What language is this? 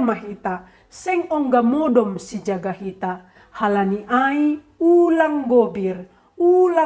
Batak Simalungun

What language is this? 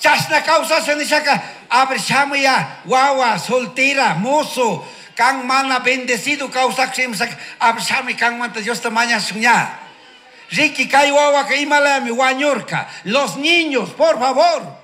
Chimborazo Highland Quichua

